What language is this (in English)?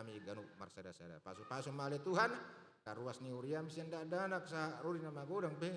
Batak Toba